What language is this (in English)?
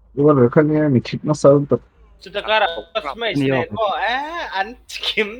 Mizo